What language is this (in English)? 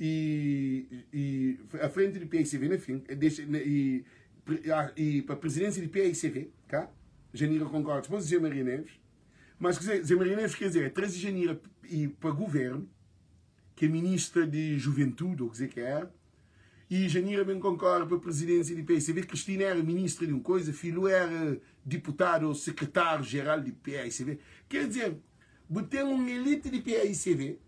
Kabuverdianu